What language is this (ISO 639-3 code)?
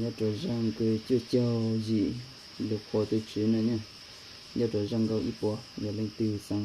hmn